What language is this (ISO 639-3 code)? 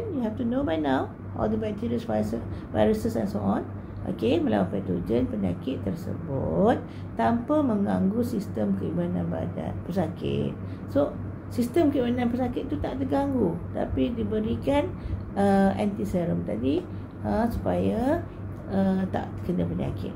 msa